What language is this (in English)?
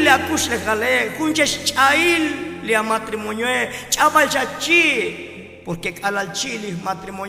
Tzotzil